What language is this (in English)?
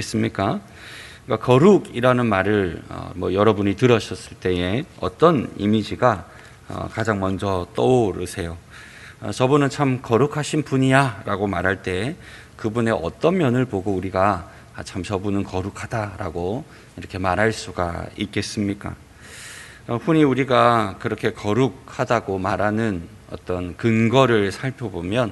Korean